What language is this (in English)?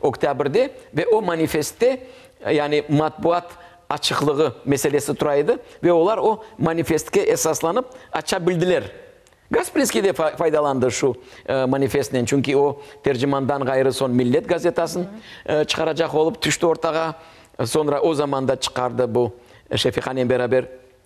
Crimean Tatar